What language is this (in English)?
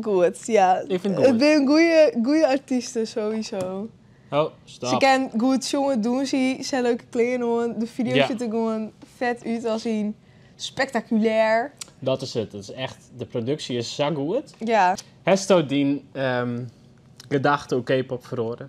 Western Frisian